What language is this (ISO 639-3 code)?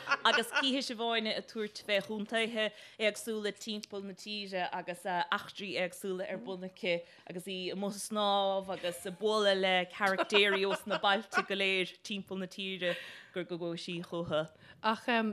gle